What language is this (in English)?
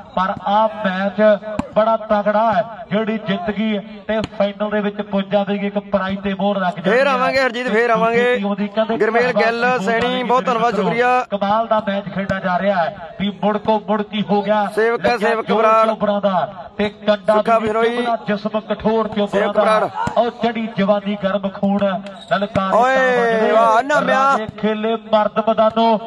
Punjabi